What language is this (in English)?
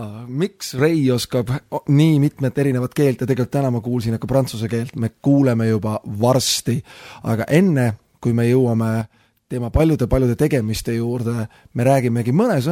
Estonian